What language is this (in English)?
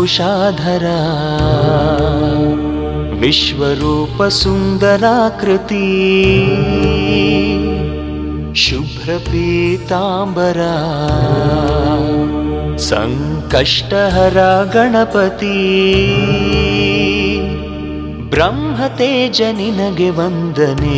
Kannada